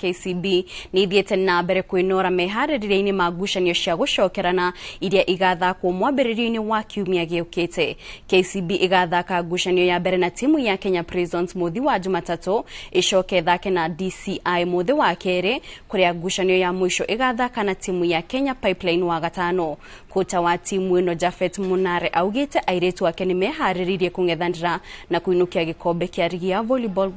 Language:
Kikuyu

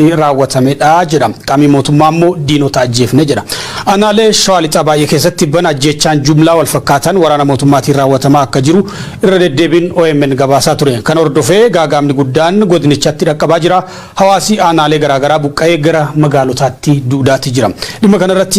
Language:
Oromo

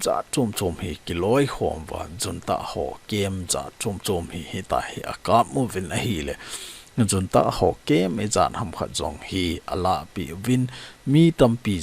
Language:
Thado Chin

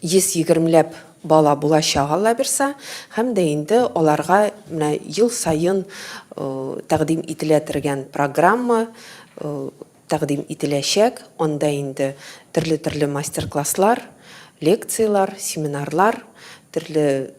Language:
Tatar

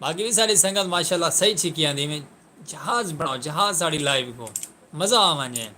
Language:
Saraiki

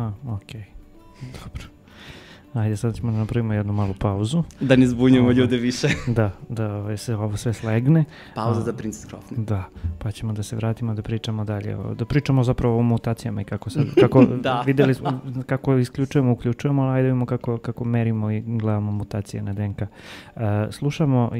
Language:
Serbian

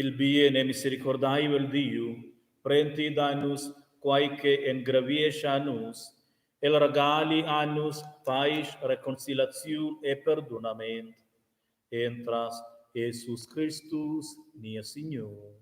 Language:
Romansh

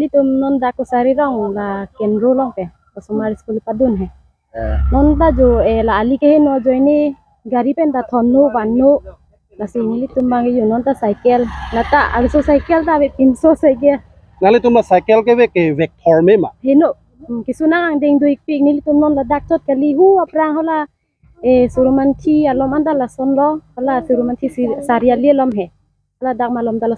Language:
Karbi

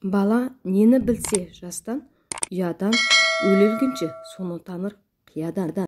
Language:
Kazakh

